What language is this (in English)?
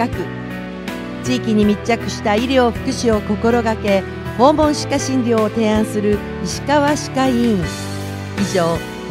Japanese